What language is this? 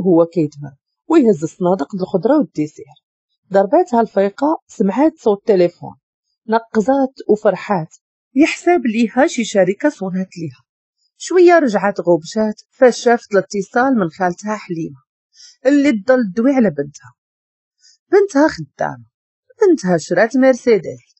Moroccan Arabic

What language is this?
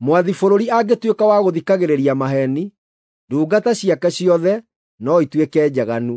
Kikuyu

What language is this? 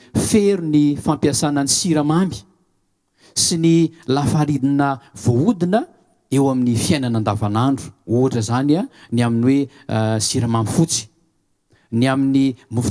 Malagasy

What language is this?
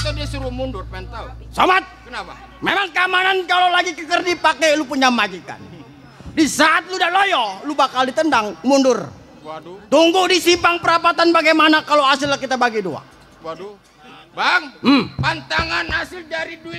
Betawi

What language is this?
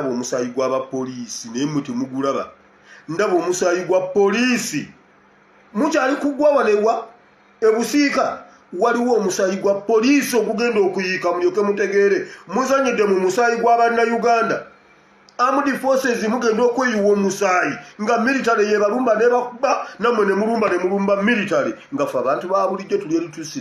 Ganda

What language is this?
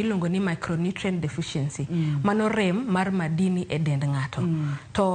Luo (Kenya and Tanzania)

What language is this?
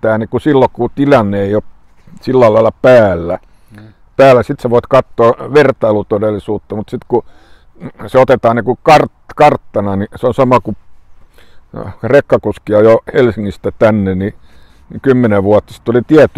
Finnish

